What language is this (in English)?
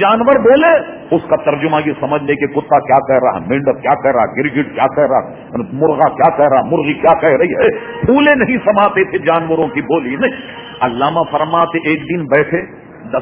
Urdu